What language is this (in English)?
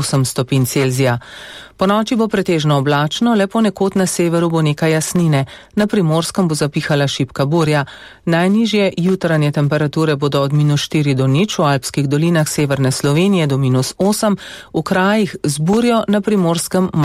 Slovenian